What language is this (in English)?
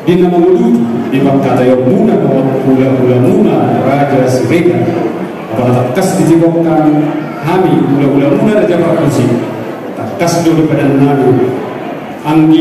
Batak Toba